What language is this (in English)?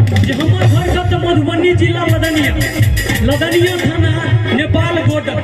Maithili